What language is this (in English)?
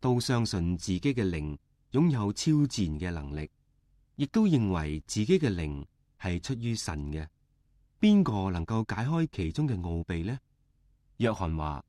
Cantonese